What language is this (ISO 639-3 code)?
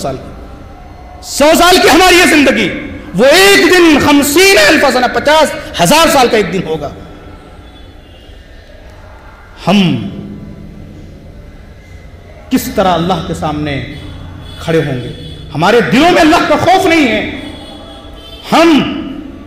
urd